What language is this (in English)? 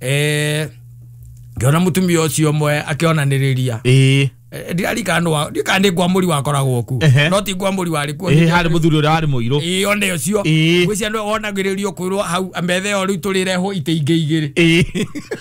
Kikuyu